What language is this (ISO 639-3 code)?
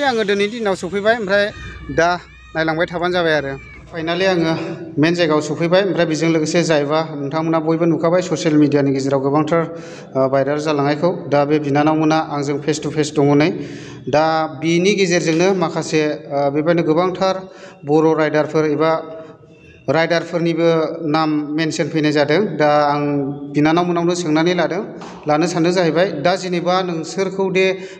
brx